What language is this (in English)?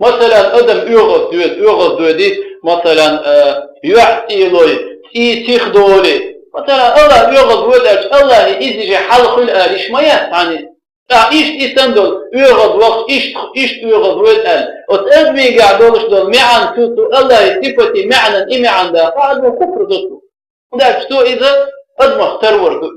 Chechen